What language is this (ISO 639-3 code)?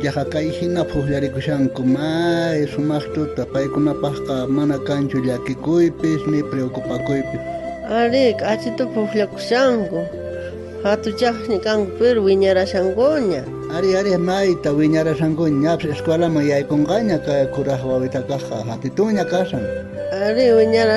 quh